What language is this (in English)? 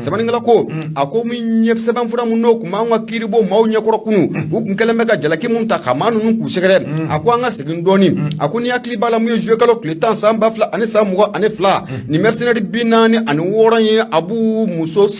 Bambara